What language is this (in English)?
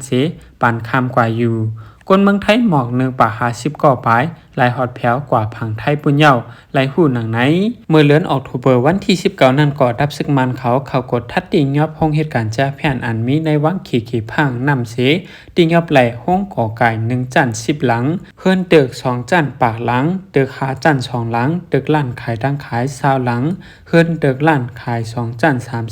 Shan